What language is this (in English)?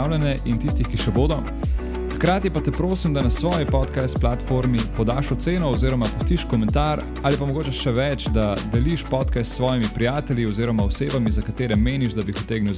Slovenian